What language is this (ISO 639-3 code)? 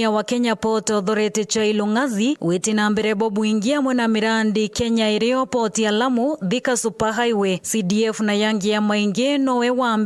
mer